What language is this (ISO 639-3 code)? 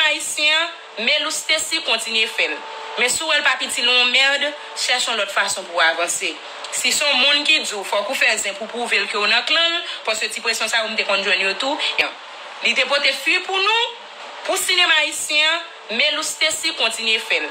hat